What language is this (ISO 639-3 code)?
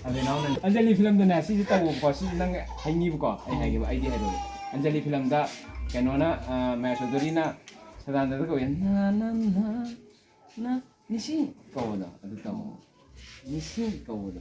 mni